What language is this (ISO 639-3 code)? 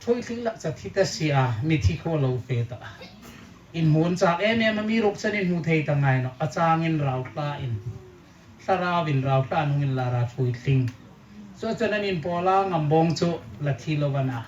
hmr